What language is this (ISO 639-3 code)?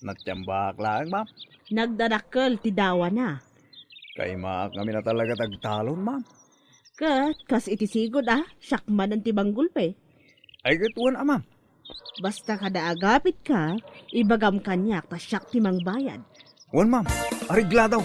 ilo